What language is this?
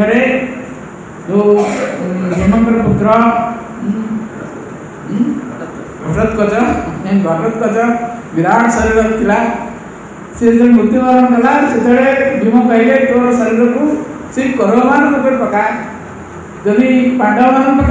Odia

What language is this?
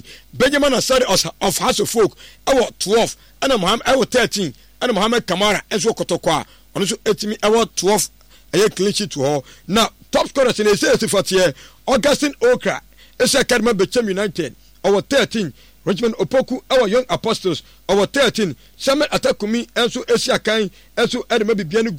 Akan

